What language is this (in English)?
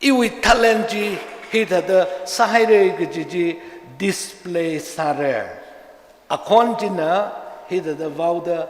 Tangkhul Naga (India)